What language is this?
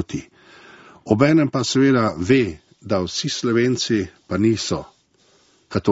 Slovenian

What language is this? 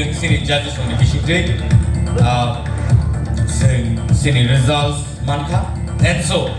Kok Borok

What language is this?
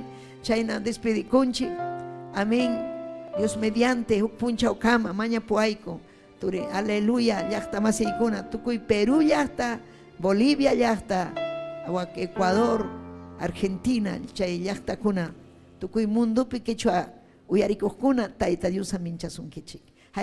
Ayacucho Quechua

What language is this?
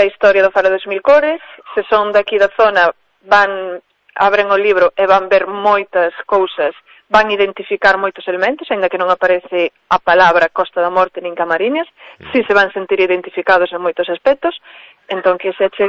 Galician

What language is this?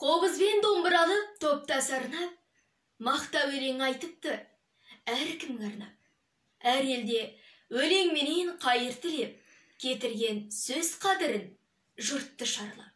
Kazakh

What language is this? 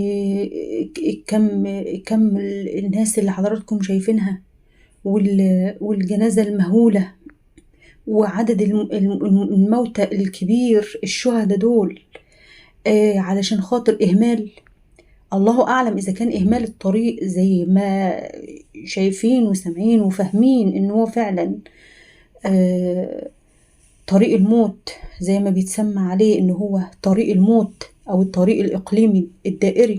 Egyptian Arabic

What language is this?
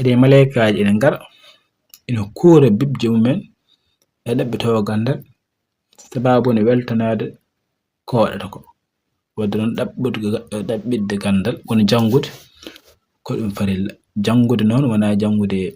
Fula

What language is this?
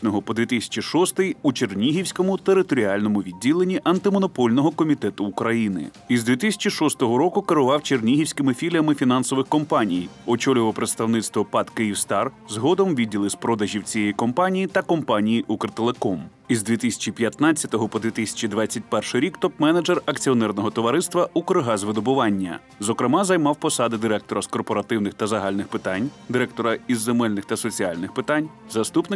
Ukrainian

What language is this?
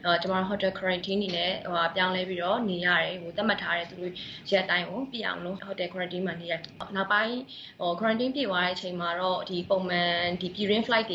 Burmese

